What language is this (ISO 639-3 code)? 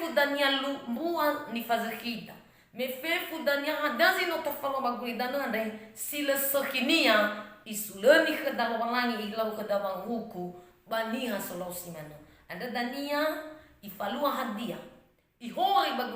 nia